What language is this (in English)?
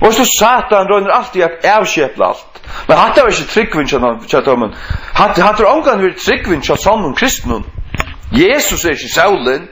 Faroese